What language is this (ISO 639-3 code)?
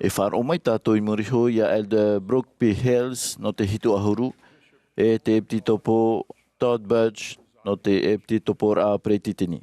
tah